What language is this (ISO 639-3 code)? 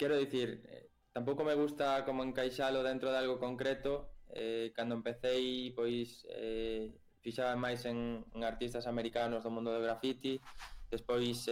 glg